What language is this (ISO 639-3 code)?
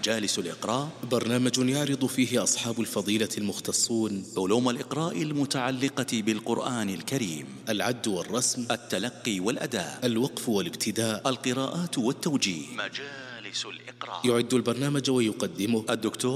ara